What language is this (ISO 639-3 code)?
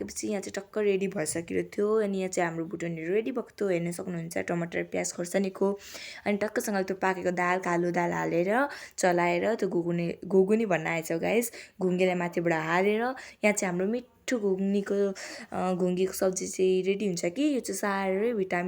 nep